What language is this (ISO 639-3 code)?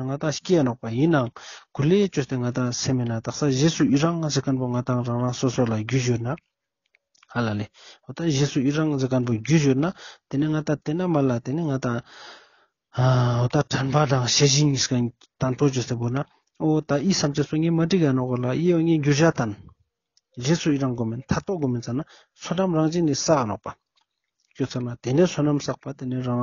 lbj